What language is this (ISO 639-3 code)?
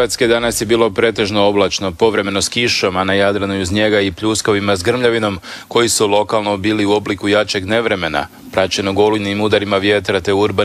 hrv